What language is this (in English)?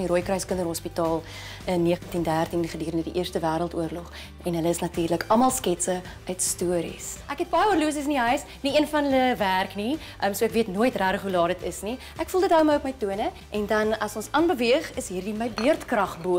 Afrikaans